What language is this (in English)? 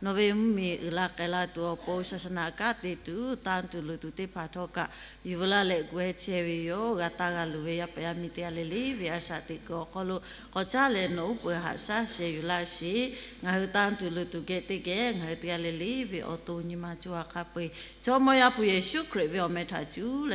Lahu